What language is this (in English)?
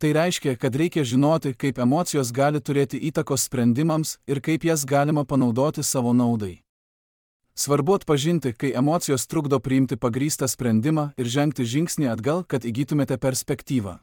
Lithuanian